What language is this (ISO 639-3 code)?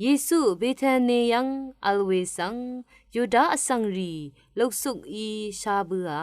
raw